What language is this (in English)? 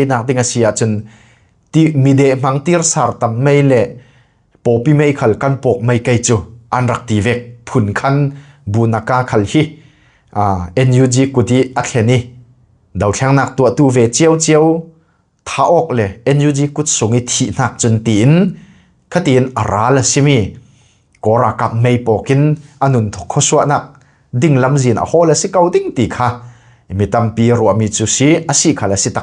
Falam Chin